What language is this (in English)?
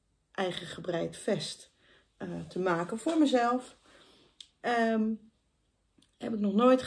Dutch